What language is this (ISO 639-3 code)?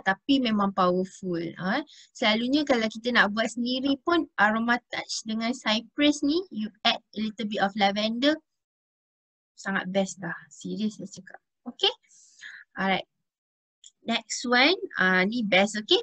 msa